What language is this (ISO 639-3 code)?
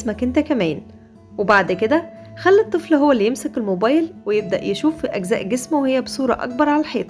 arz